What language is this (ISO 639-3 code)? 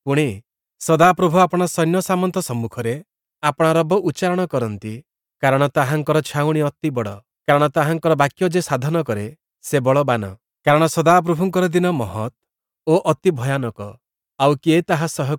ori